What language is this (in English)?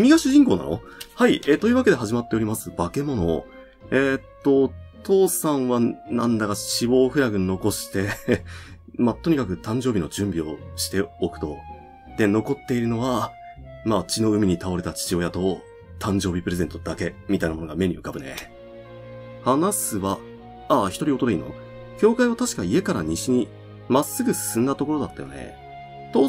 Japanese